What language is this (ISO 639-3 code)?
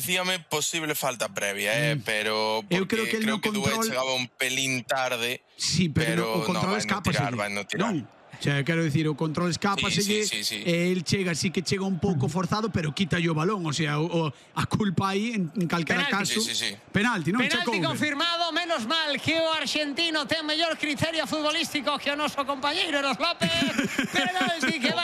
glg